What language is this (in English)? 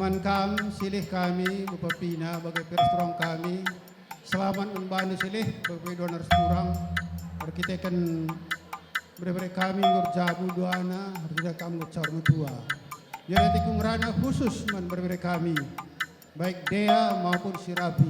Batak Karo